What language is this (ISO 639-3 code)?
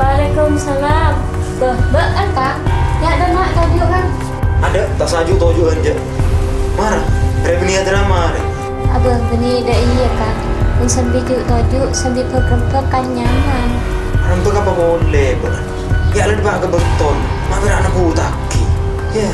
mad